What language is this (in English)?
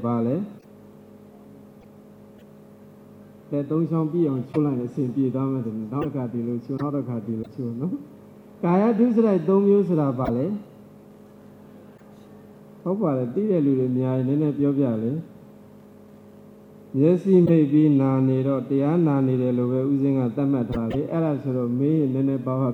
Burmese